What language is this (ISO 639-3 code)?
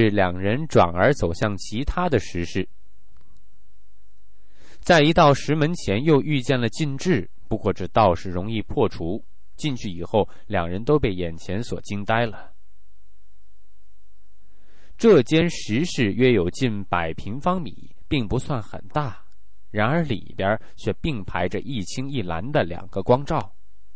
zho